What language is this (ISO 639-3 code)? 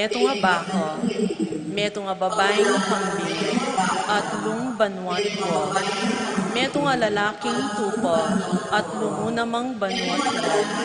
pam